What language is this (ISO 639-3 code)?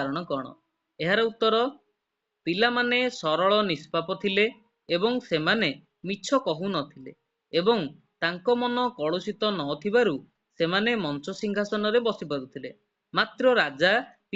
ori